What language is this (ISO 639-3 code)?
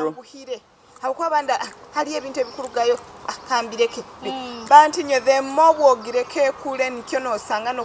nyo